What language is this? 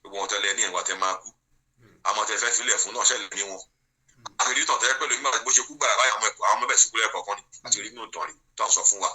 Yoruba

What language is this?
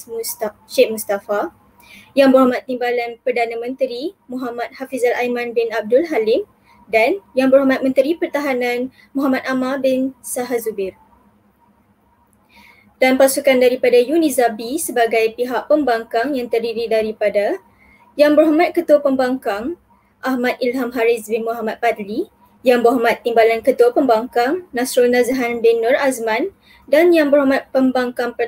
Malay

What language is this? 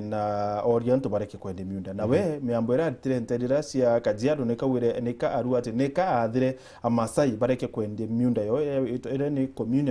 Meru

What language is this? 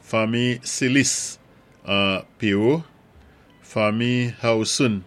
Saint Lucian Creole French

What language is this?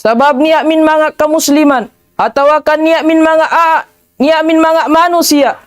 Tausug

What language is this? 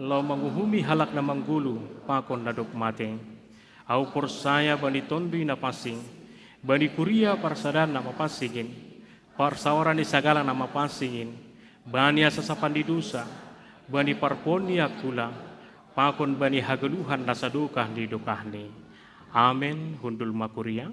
Batak Simalungun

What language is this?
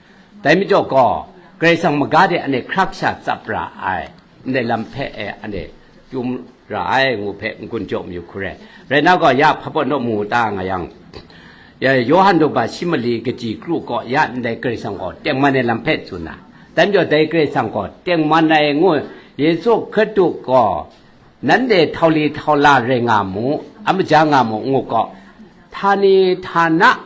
Kachin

